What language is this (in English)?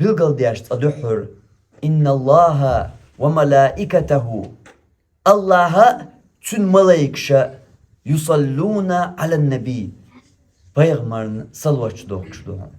Chechen